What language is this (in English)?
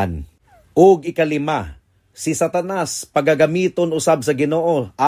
Cebuano